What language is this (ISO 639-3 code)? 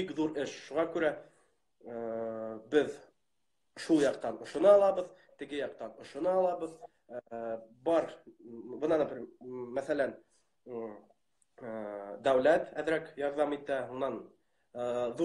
bak